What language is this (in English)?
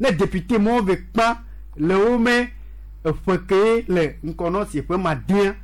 Gen